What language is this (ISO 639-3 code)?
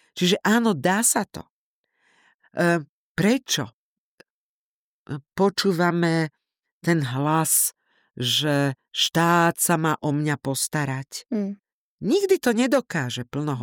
slk